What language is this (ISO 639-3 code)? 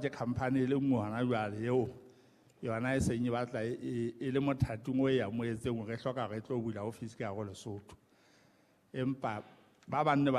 sot